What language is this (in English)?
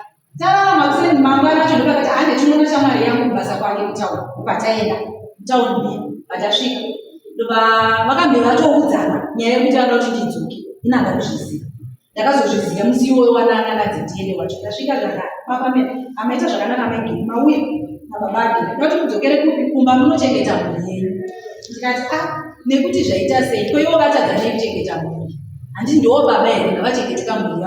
Shona